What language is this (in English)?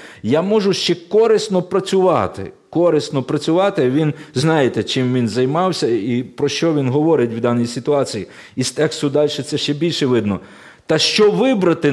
Ukrainian